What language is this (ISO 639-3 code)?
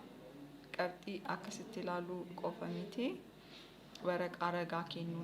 orm